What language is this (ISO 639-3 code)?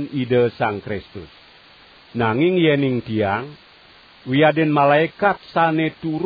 ban